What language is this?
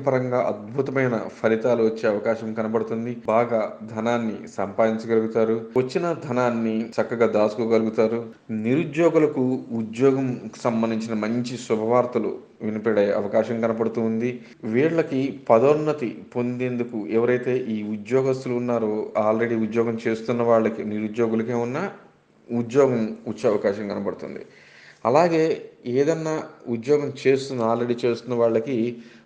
Telugu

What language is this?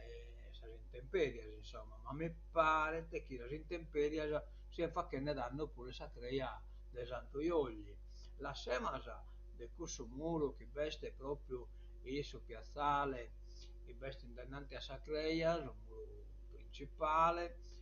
Sardinian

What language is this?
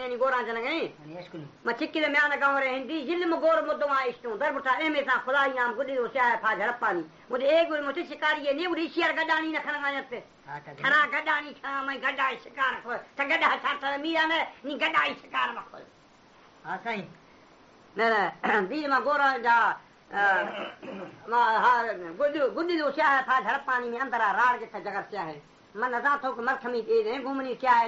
Baluchi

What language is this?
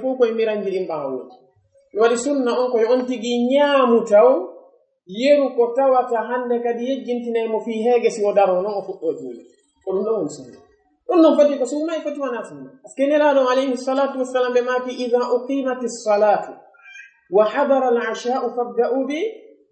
Fula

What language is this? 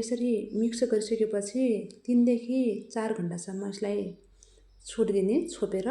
Nepali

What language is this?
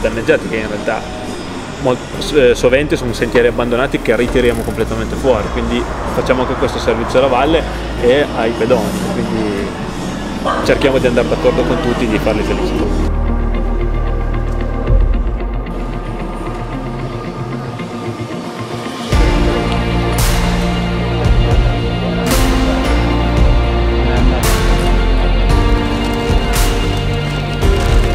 Italian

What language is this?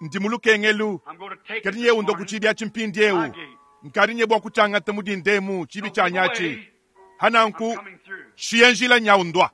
Luba-Lulua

